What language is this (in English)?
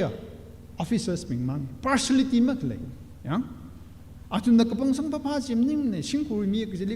Tangkhul Naga (India)